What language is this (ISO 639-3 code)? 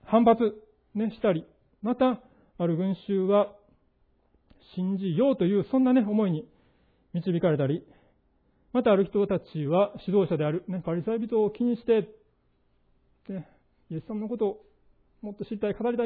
jpn